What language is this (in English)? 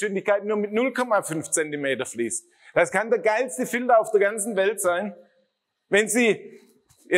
German